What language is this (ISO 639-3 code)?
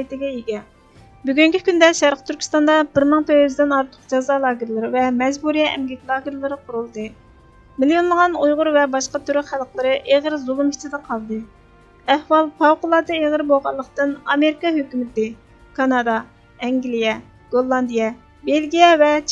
uig